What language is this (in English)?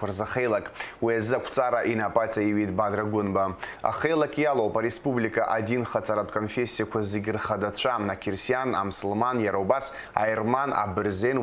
Abkhazian